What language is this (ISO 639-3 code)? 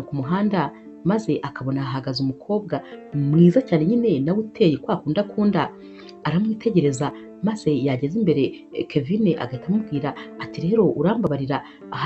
kin